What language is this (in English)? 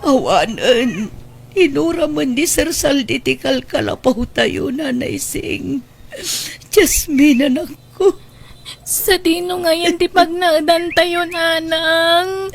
Iloko